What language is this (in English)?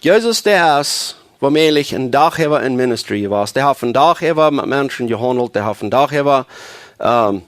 Plautdietsch